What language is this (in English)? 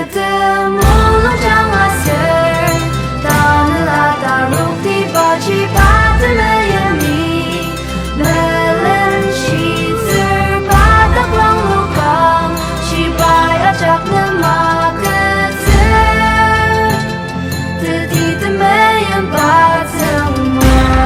Ao Naga